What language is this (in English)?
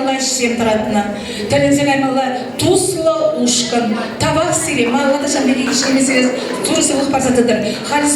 Chuvash